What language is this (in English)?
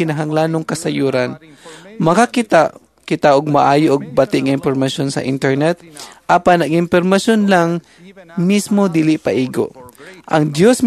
Cebuano